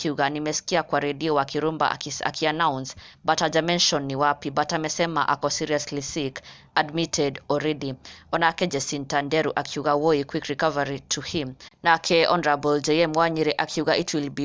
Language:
Kikuyu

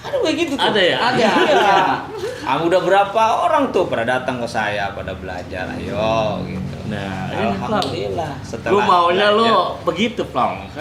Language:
Betawi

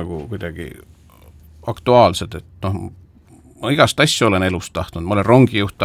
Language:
Estonian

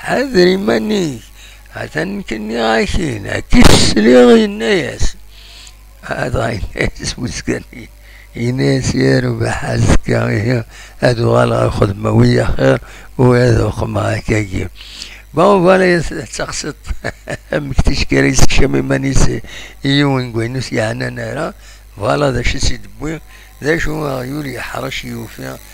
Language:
Kabyle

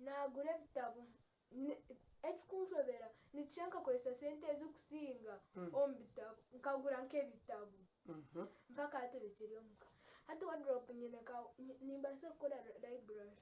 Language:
Nyankole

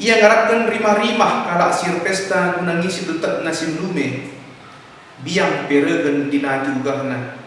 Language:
Batak Karo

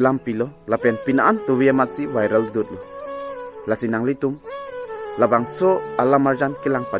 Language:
Karbi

